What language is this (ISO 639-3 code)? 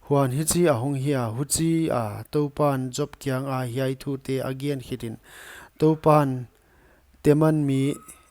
pck